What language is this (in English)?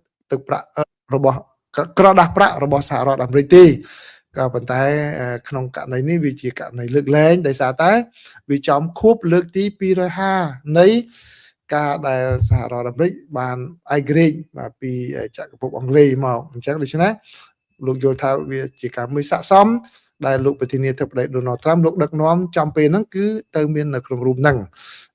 Khmer